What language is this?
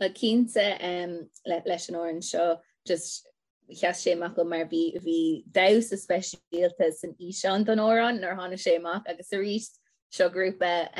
Irish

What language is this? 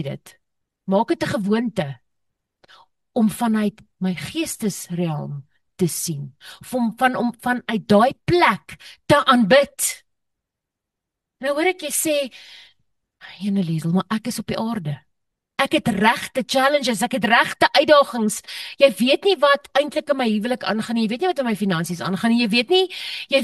Afrikaans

